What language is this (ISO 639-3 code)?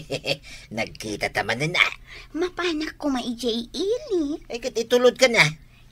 ilo